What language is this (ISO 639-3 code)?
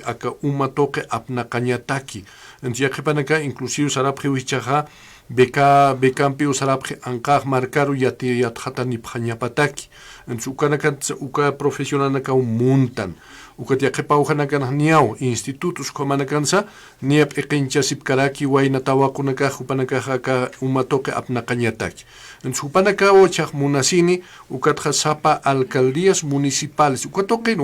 aym